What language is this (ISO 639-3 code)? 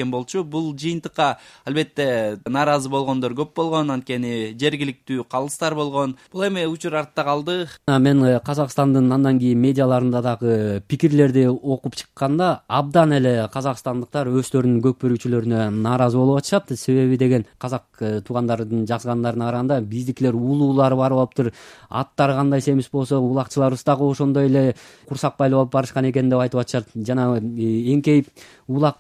kir